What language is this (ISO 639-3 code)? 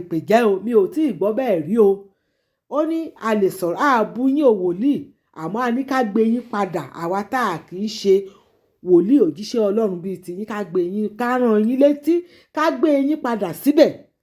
yor